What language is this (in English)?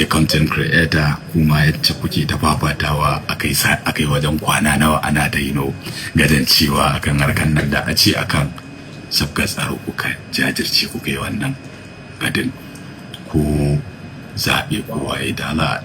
Hausa